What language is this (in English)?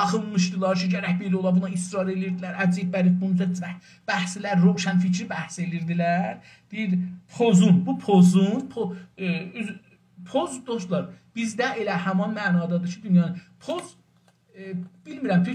South Azerbaijani